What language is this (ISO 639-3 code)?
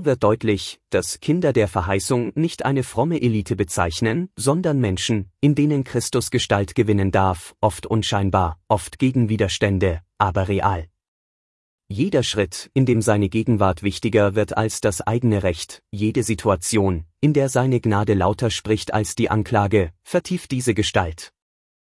deu